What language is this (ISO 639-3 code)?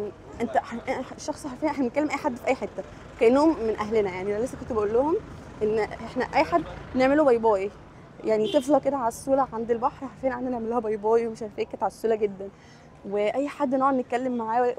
arz